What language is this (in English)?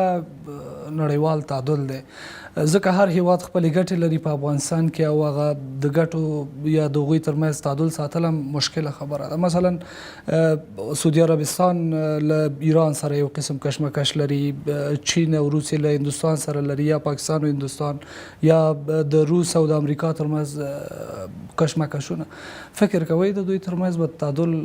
Pashto